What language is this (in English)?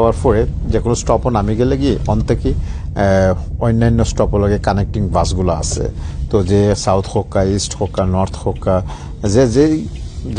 Sylheti